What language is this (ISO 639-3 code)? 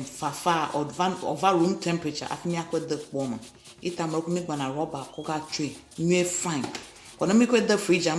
ewe